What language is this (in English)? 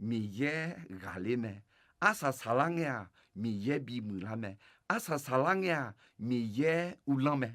Akha